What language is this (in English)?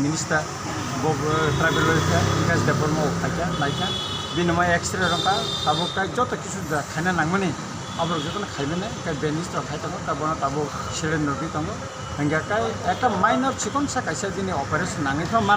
Kok Borok